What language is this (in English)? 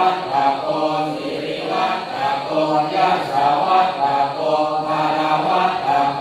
Pali